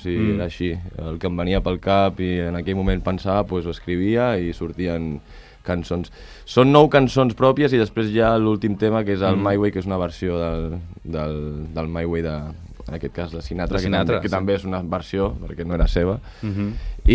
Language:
Catalan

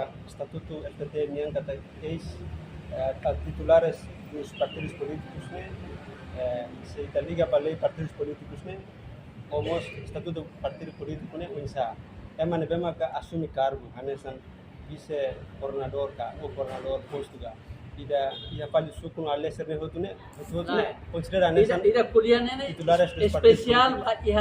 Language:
Tetum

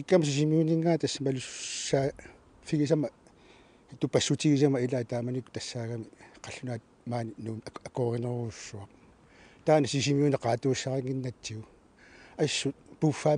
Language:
Kalaallisut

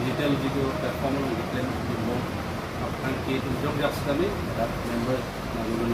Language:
Karbi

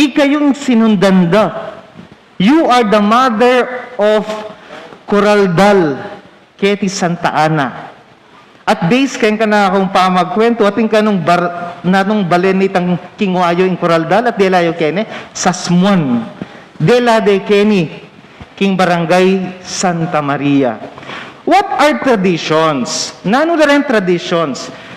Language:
Pampanga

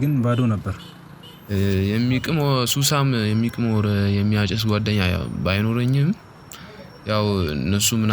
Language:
Amharic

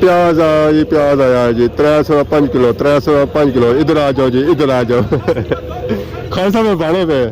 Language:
Pahari-Potwari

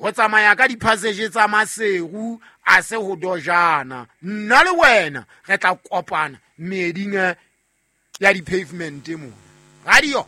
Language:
Southern Sotho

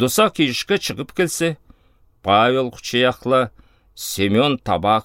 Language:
Southern Altai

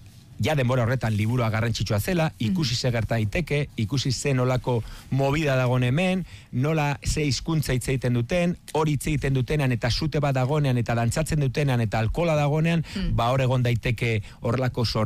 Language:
Basque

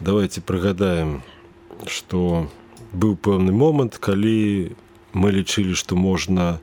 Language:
Belarusian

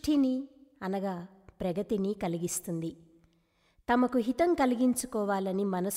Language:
Telugu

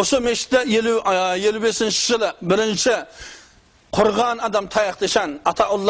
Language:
Kazakh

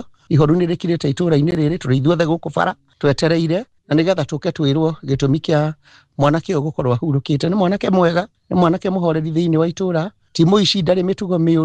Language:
Kikuyu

